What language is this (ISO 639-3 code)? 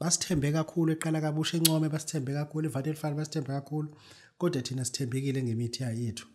zul